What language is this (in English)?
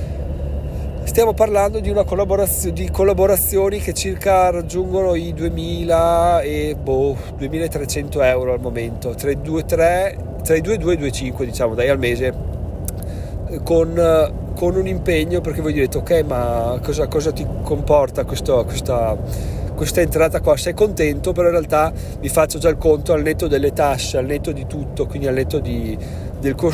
Italian